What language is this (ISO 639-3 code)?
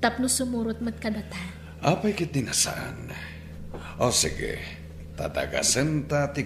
ilo